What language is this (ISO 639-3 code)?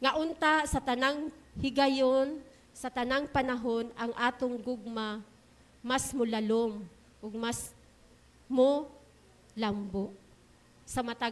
ceb